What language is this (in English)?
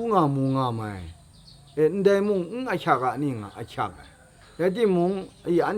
Kachin